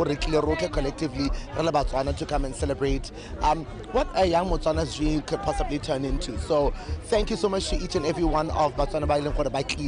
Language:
Tswana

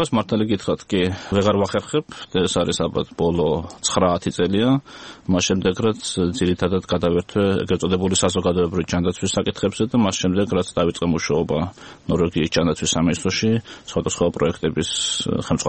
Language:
Georgian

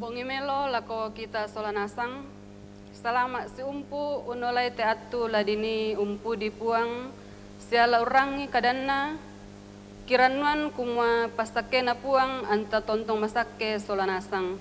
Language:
Toraja-Sa'dan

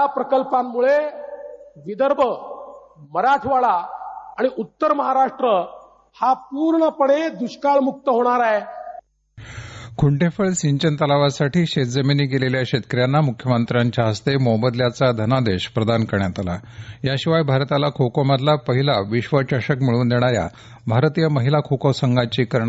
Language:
Marathi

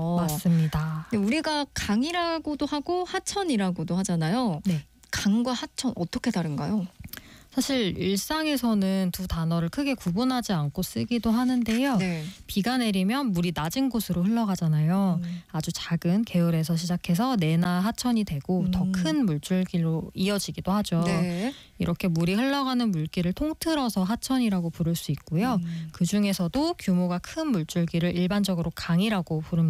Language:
Korean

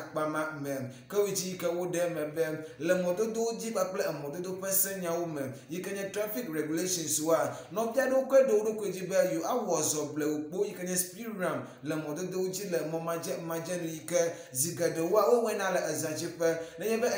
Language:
Ewe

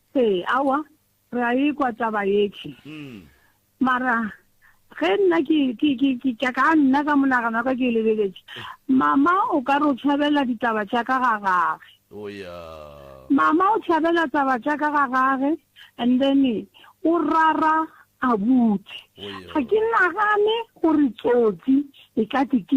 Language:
Northern Sotho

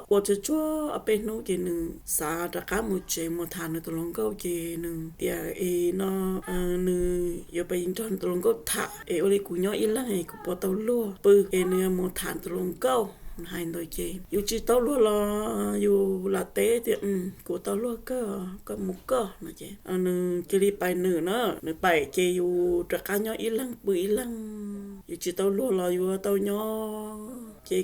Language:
Hmong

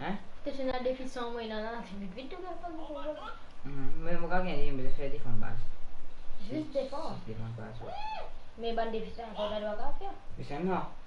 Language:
Morisyen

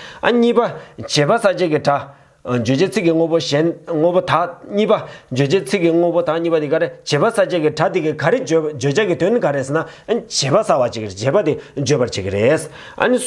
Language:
Tibetan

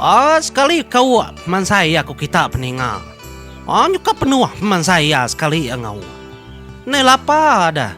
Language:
Iban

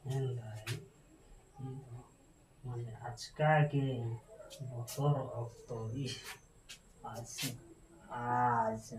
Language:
Santali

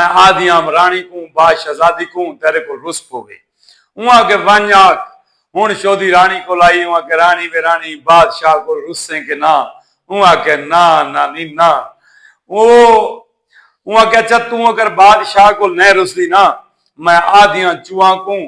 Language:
Saraiki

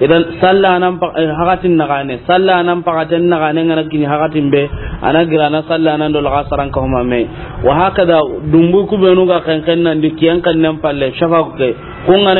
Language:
Soninke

